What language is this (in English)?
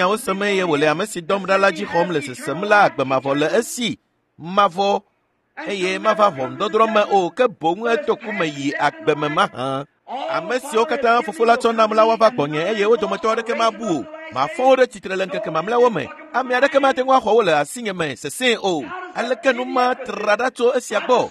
Ewe